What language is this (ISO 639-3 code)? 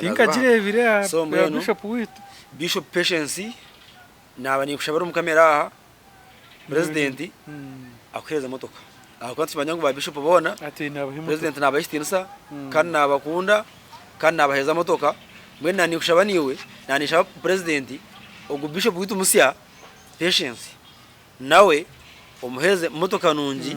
nyn